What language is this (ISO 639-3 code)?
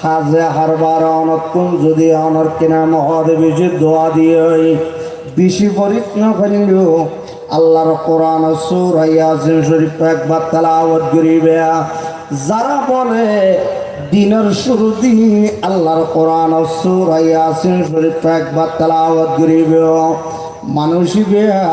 rhg